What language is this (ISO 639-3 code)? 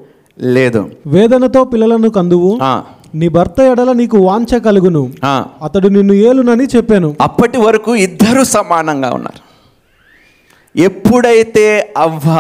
tel